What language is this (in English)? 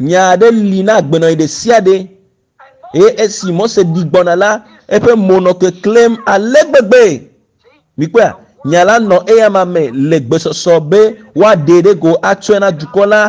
Ewe